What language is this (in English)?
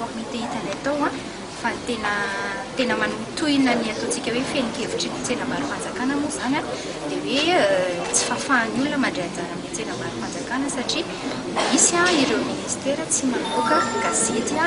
Malagasy